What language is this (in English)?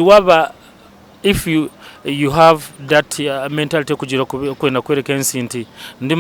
Nyankole